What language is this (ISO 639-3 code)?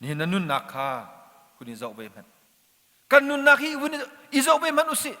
cnh